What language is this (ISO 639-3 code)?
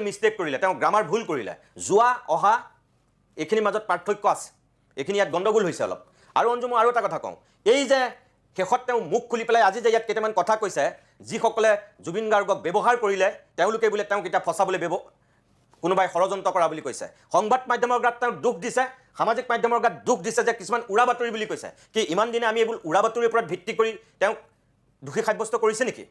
asm